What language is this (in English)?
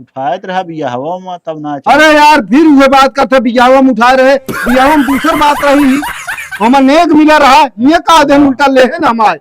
Awadhi